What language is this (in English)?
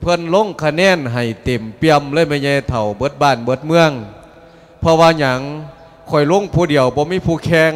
Lao